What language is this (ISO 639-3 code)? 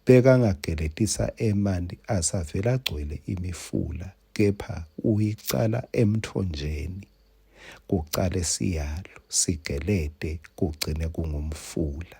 ssw